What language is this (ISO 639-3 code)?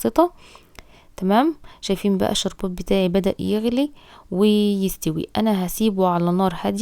arz